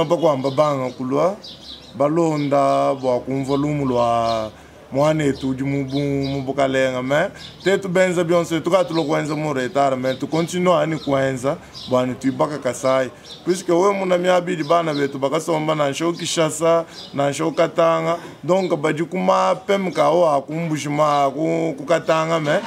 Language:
Luba-Lulua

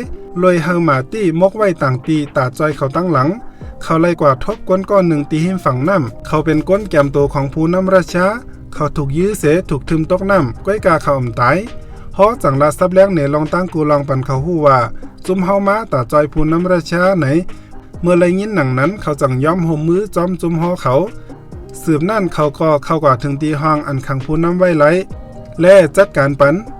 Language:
Shan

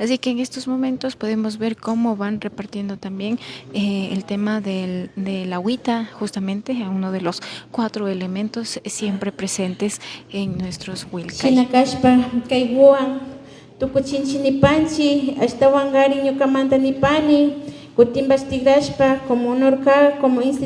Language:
Imbabura Highland Quichua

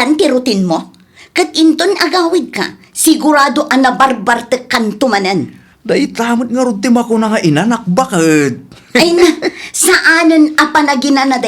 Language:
Iloko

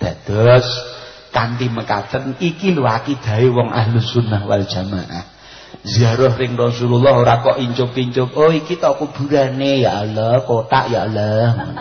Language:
Javanese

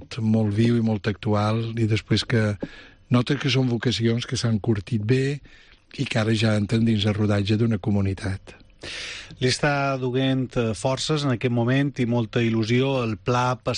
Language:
Catalan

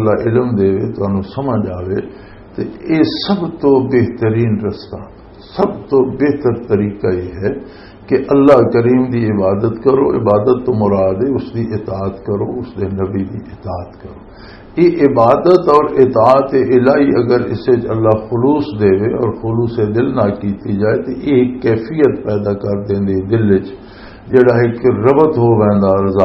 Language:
Western Panjabi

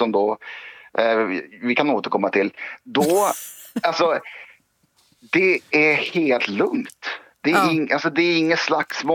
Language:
Swedish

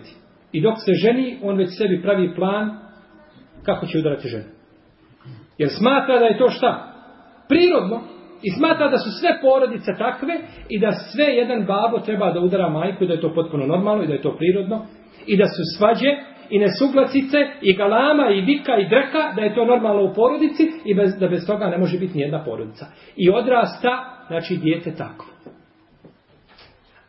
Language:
Bosnian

